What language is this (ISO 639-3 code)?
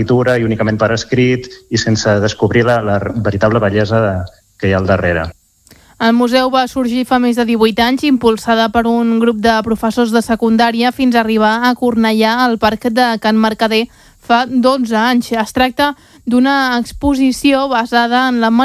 cat